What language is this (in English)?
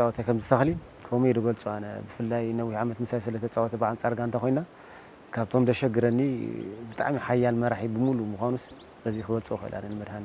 Tigrinya